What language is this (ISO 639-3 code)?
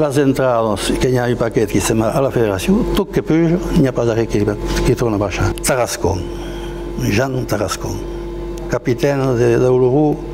oci